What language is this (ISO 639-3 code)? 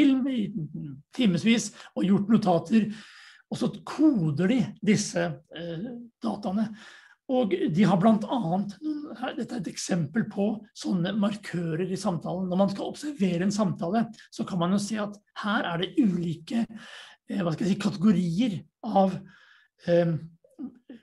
nor